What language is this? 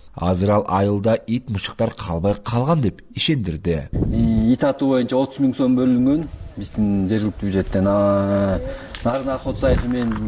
Kyrgyz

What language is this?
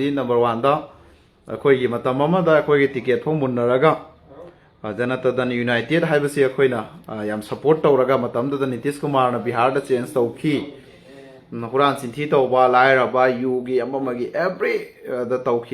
Manipuri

